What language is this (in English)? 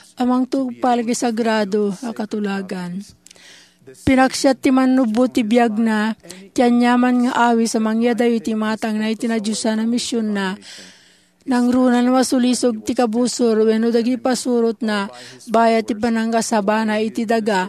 Iloko